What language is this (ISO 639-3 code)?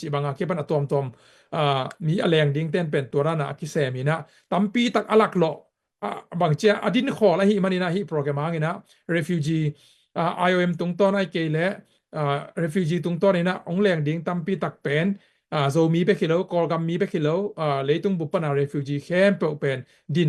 ctd